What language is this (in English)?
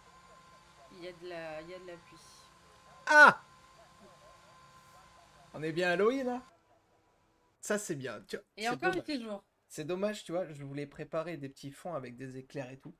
French